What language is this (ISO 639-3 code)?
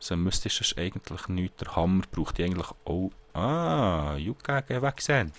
gsw